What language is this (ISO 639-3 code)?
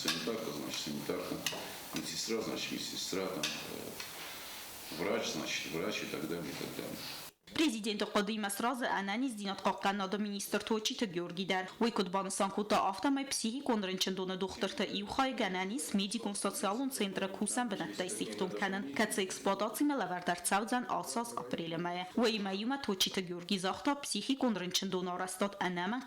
oss